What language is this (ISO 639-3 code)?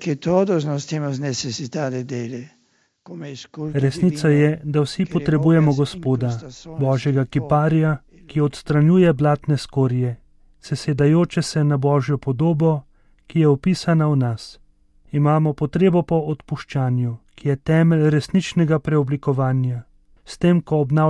slv